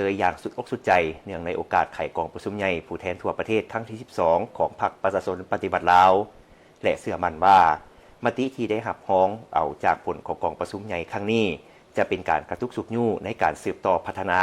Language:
Lao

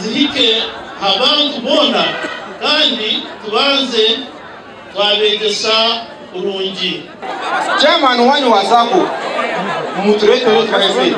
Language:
Nyankole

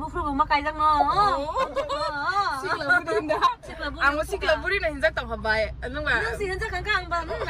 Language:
Kok Borok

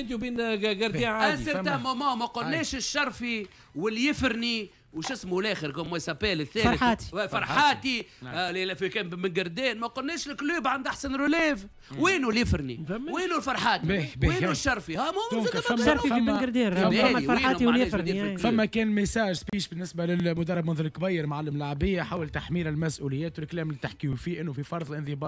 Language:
Tunisian Arabic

